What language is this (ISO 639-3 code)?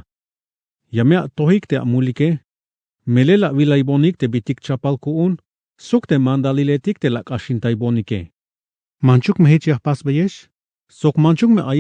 tzh